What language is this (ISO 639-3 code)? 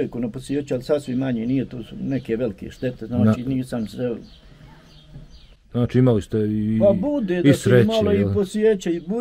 bos